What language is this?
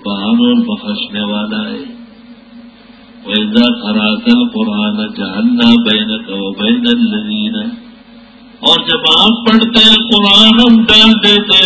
Urdu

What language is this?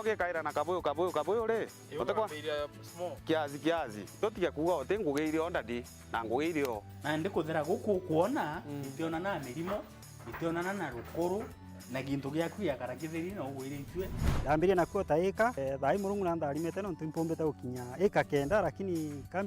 Meru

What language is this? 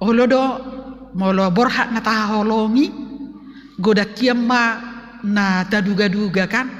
Batak Toba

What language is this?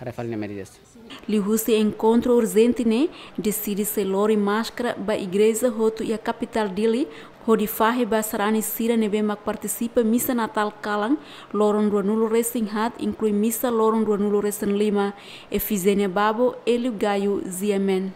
Tetum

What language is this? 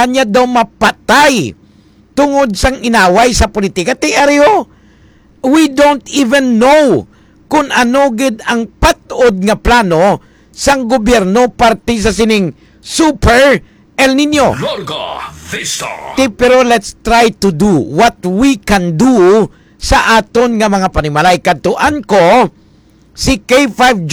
Hiligaynon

